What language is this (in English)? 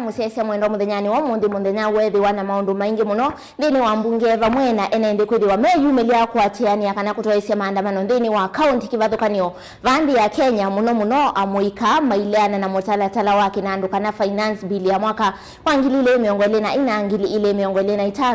Kamba